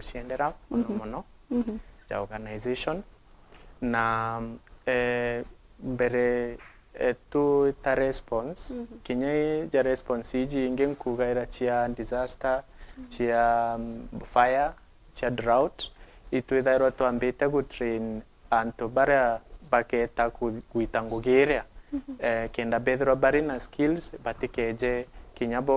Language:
Meru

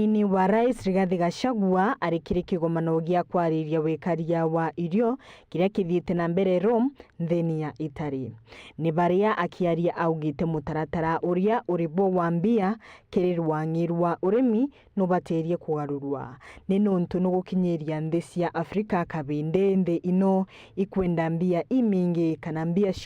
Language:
Meru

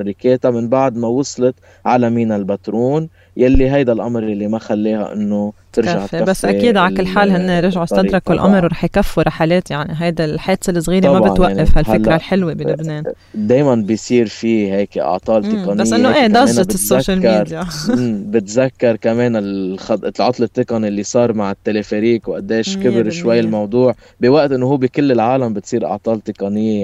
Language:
North Levantine Arabic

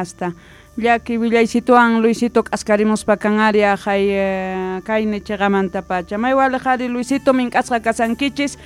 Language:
Quechua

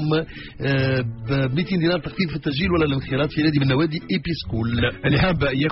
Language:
Tunisian Arabic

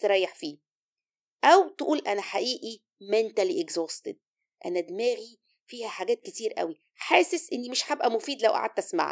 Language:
Egyptian Arabic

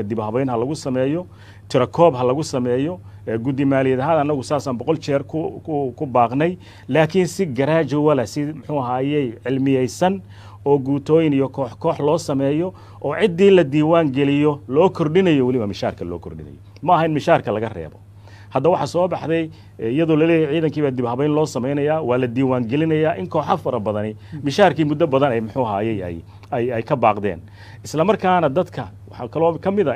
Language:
Somali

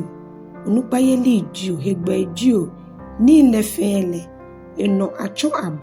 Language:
Ga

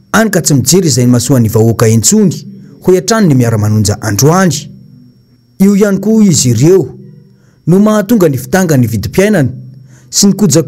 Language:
Malagasy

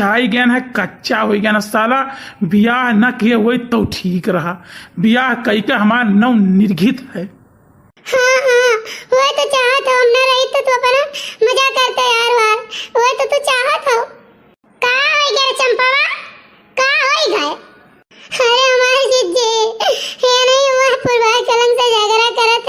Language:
Awadhi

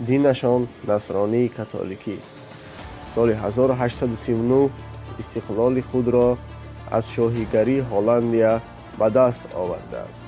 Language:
Tajik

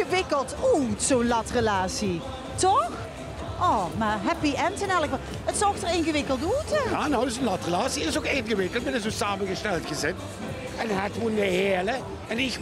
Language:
Limburgish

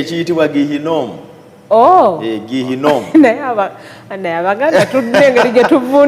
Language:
Ganda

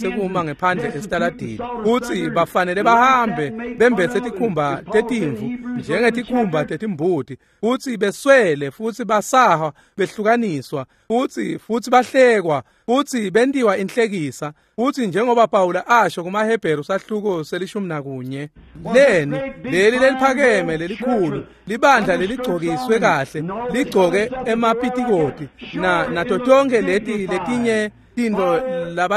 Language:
Swati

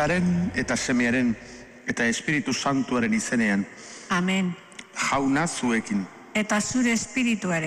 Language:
Basque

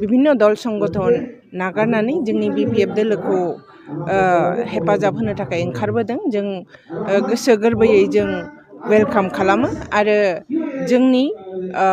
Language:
Bodo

